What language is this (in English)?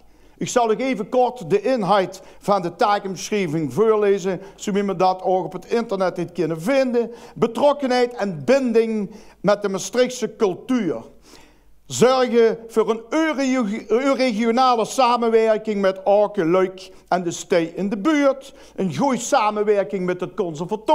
Limburgish